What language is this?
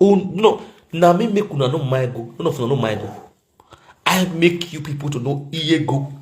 Nigerian Pidgin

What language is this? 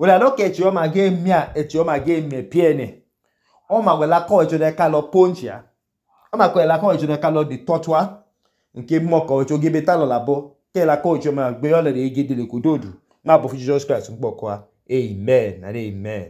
Idoma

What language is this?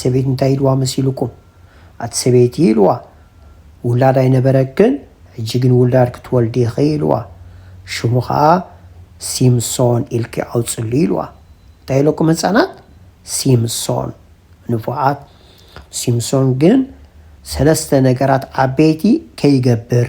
Tigrinya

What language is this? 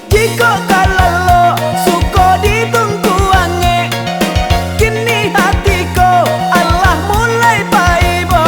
Minangkabau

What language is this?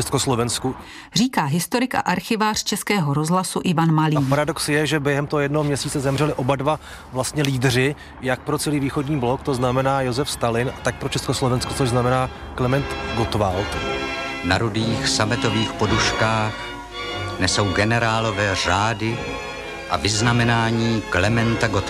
Czech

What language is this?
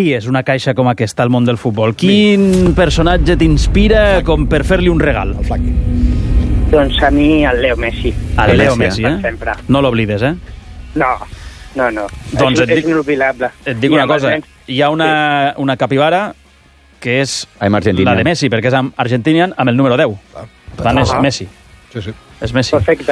Catalan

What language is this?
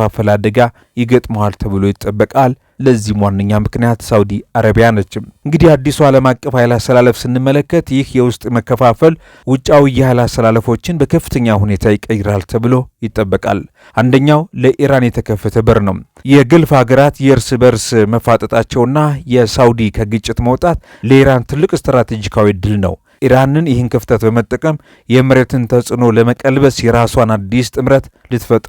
Amharic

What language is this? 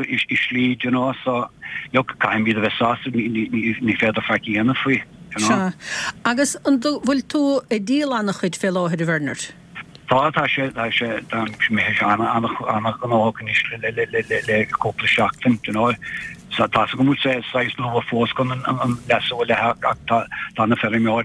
Irish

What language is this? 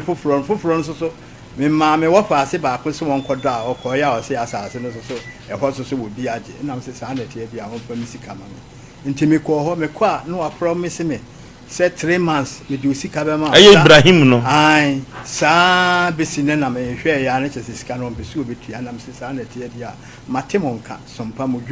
Akan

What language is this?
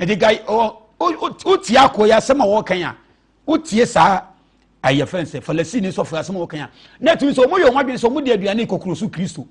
Akan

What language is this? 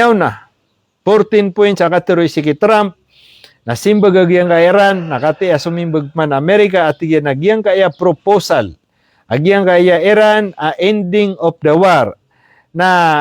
Maranao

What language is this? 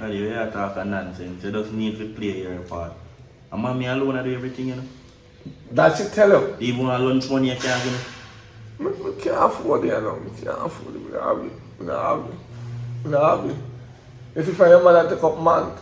Jamaican Creole English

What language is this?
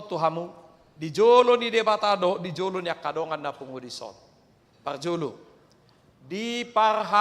Batak Toba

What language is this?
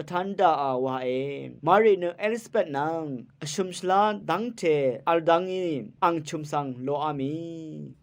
Rawang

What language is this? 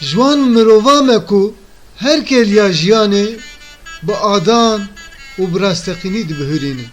Kurdish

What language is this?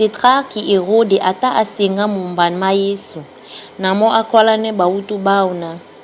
Duala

